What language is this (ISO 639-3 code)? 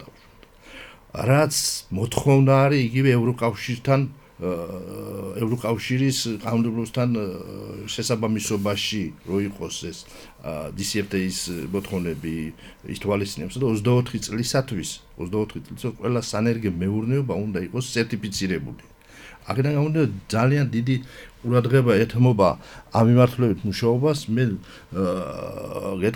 kat